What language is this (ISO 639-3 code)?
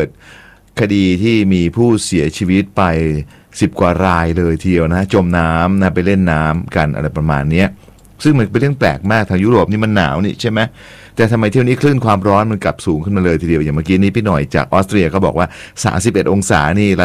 tha